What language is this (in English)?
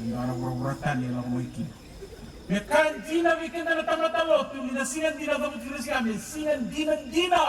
Fijian